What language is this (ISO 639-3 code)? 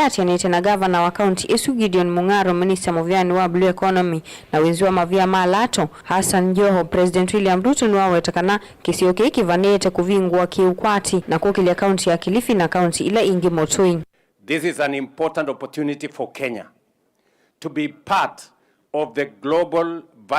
kam